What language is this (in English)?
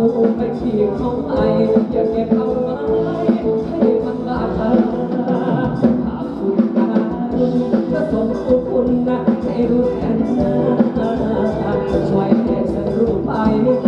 Thai